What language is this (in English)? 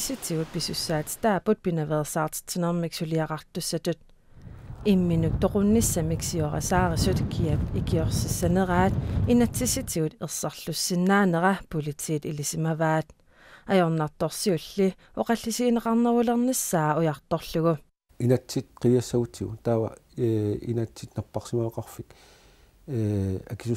Kalaallisut